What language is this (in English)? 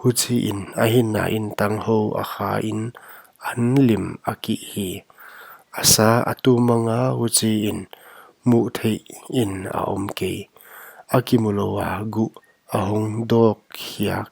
Paite Chin